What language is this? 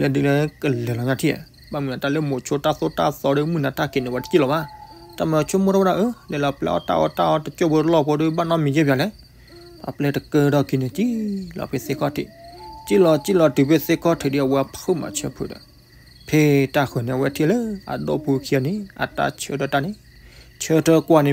S'gaw Karen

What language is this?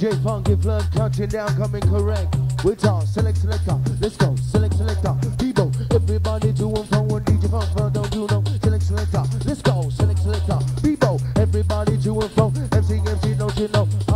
English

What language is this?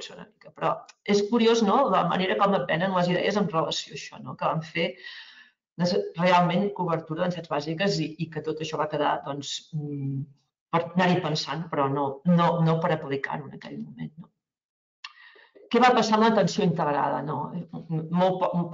Catalan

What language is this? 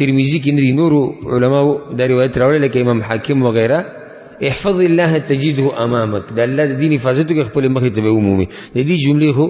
Pashto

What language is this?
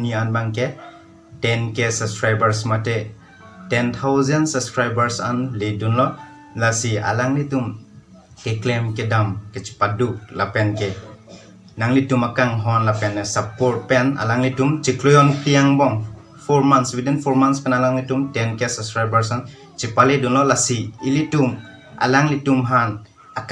Karbi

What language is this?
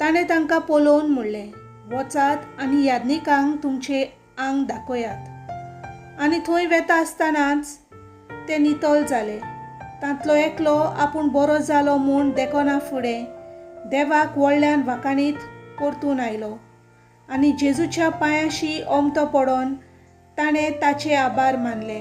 Konkani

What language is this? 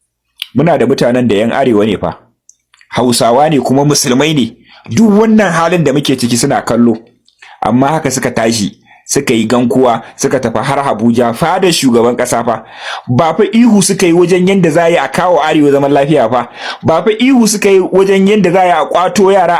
Hausa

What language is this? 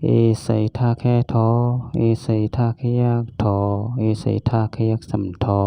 Shan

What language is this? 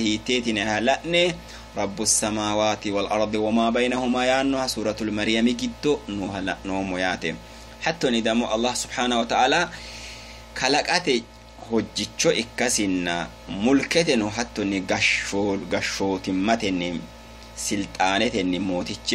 Sidamo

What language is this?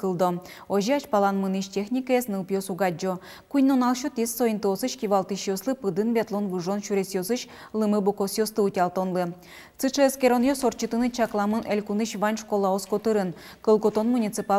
Udmurt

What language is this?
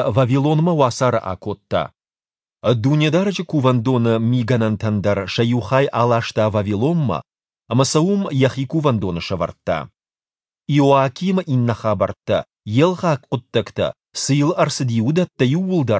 Ossetic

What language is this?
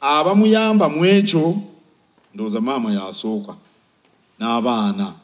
Ganda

